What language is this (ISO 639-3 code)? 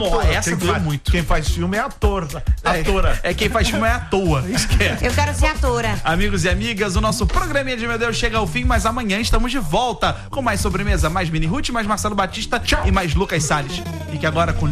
por